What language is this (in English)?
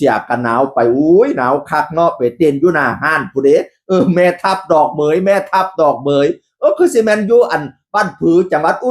Northeastern Thai